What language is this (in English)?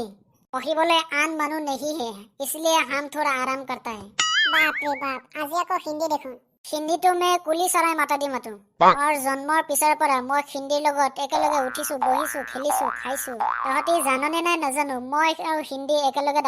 Assamese